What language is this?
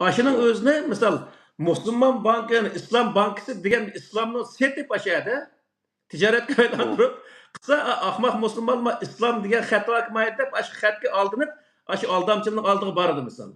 Uyghur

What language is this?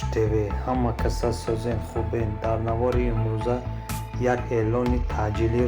Tajik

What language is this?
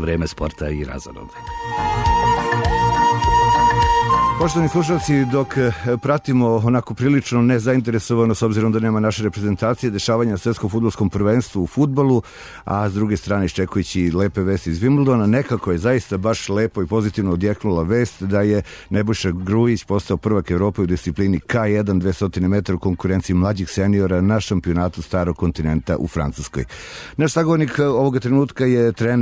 Serbian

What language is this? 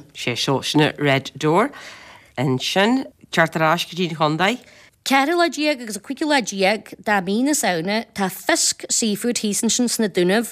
Irish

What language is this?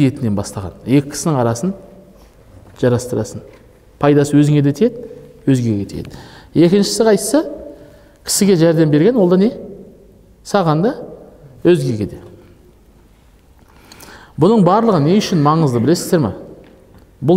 Kazakh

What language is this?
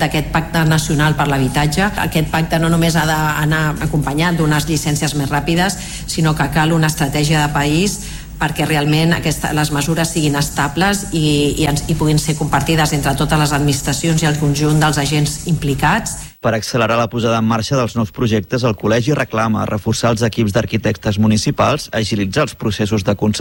Catalan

